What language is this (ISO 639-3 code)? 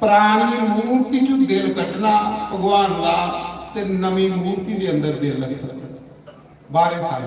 doi